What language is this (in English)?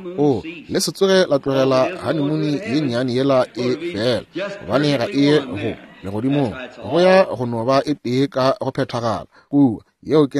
Northern Sotho